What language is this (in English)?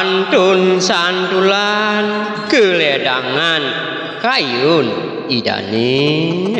Balinese